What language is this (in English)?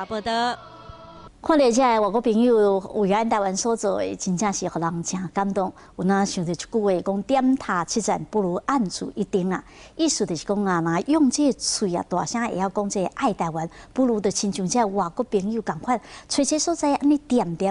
Min Nan Chinese